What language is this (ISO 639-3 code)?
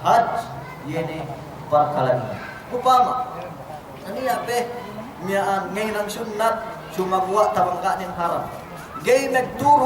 yka